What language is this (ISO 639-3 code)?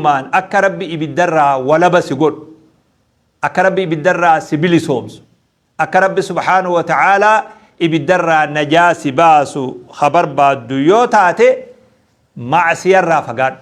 orm